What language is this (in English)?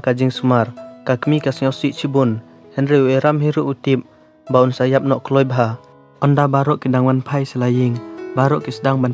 Khasi